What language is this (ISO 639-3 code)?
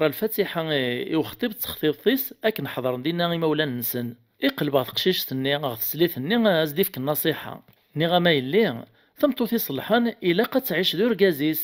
kab